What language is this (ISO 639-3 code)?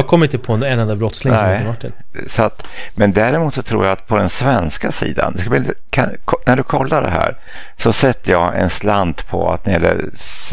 swe